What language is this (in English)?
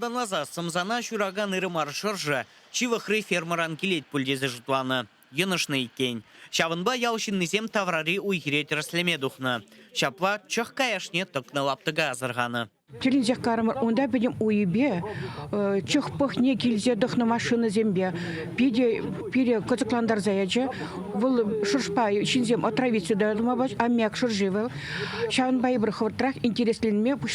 Chuvash